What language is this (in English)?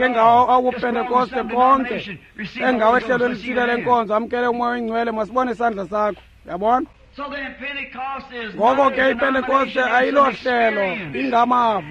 Xhosa